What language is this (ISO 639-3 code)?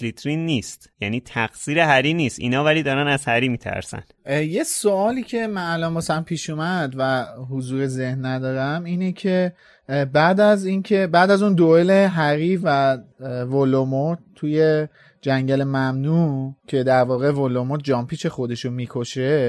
fas